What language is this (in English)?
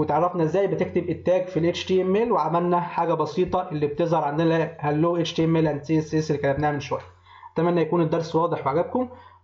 Egyptian Arabic